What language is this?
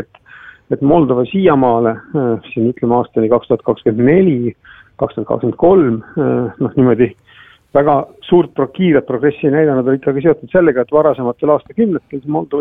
Estonian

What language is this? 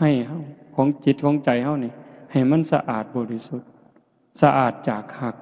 Northeastern Thai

